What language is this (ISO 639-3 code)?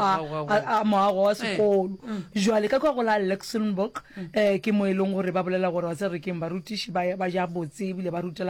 nso